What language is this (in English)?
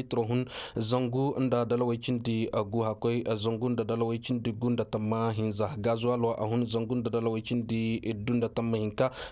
Koyraboro Senni